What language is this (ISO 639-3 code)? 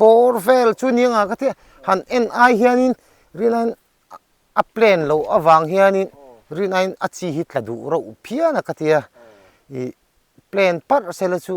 lus